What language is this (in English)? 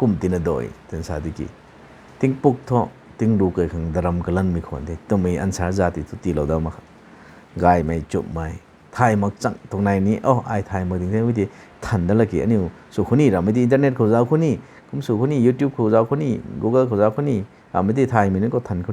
Rongmei Naga